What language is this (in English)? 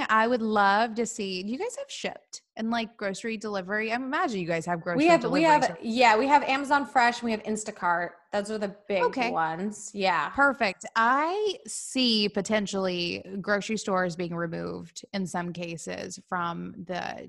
English